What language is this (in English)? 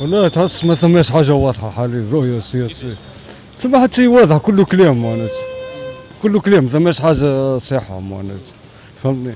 Tunisian Arabic